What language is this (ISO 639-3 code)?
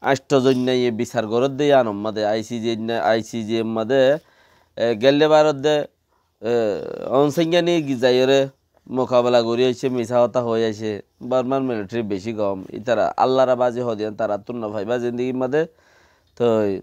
rhg